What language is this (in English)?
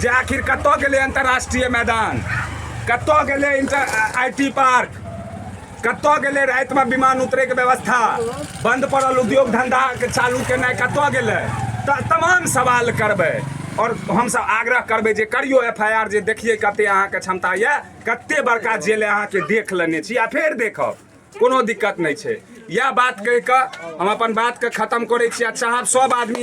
Maithili